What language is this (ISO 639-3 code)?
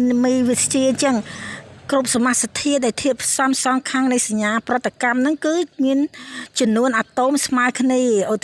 khm